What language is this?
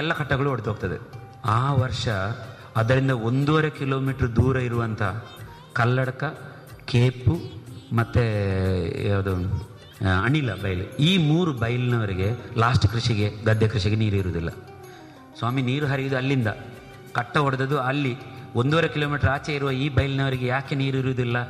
Kannada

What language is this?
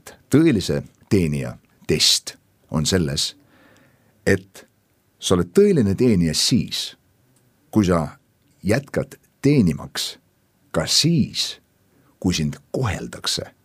Estonian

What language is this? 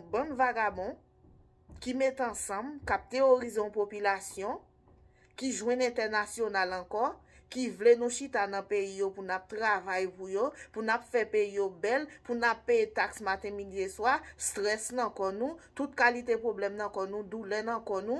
Haitian Creole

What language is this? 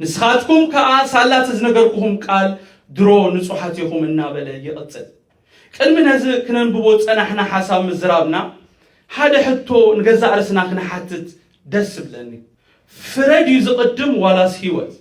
Tigrinya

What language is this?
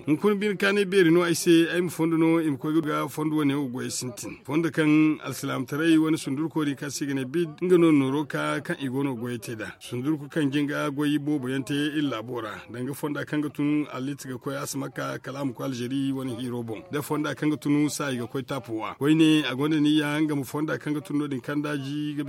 Zarma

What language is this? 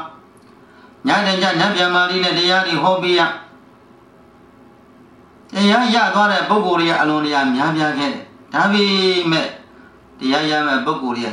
Burmese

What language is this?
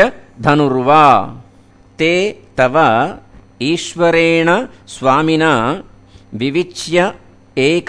Sanskrit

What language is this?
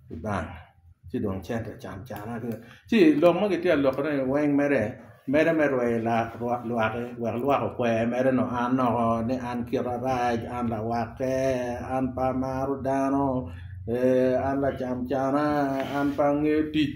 Acoli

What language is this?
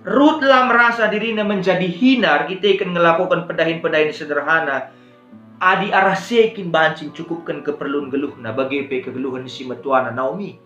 Batak Karo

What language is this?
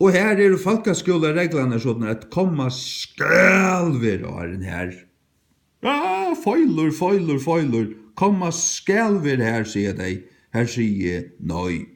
Faroese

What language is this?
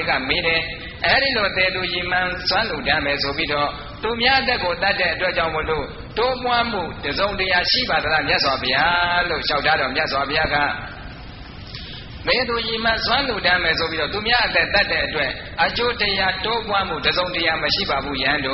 Burmese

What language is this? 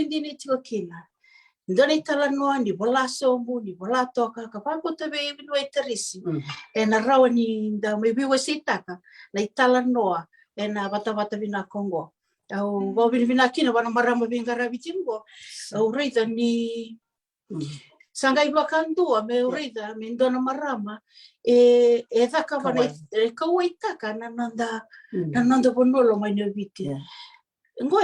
Fijian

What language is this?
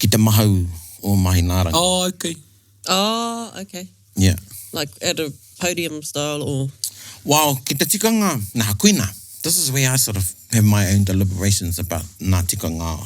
Māori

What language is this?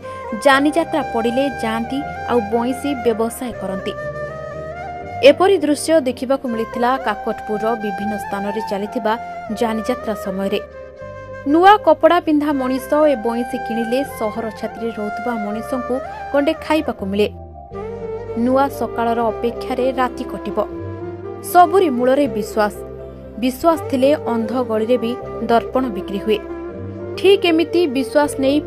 Odia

